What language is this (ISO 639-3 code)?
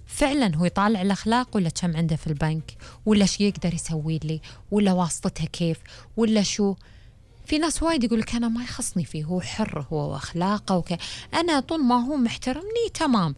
afb